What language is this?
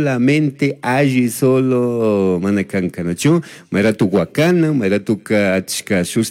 Chimborazo Highland Quichua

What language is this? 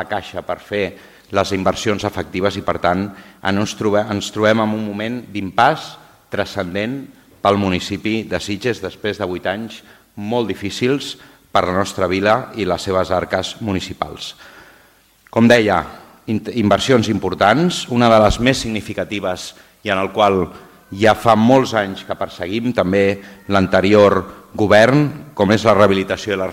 Catalan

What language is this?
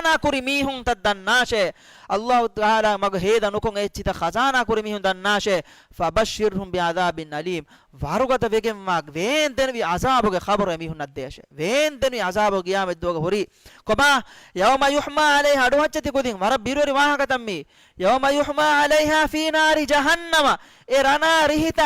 Divehi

